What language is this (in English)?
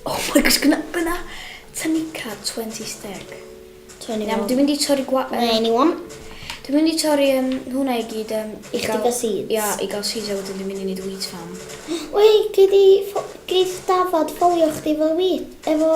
Welsh